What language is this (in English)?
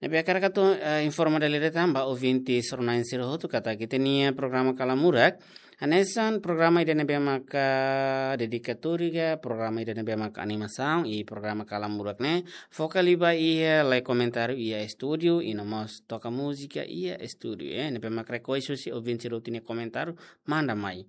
Tetum